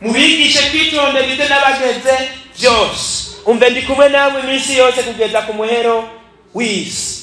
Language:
Rundi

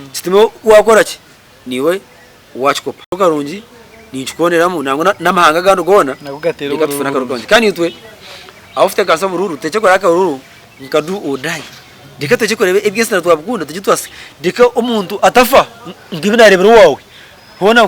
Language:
Nyankole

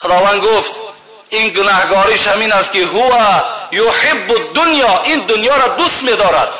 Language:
Tajik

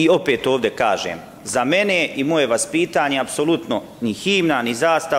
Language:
Bosnian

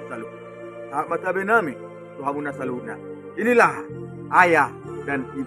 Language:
Batak Toba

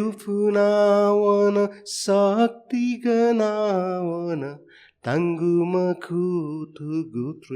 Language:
Newari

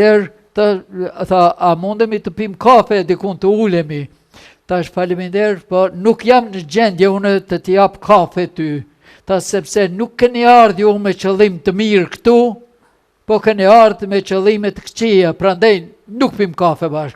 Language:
Albanian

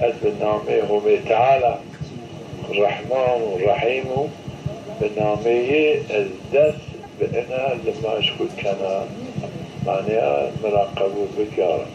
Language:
Zaza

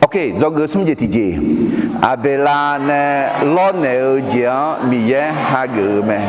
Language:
Akha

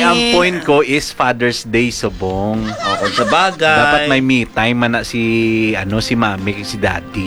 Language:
Hiligaynon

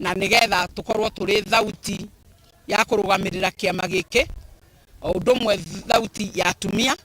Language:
Kikuyu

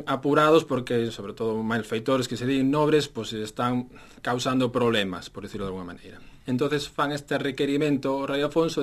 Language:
Galician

